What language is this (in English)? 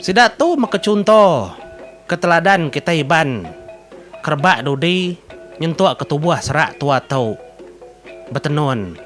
Iban